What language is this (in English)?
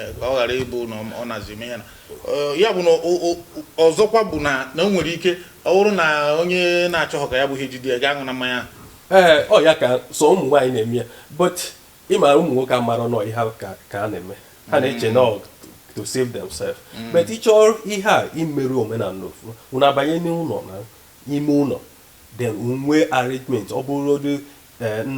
Igbo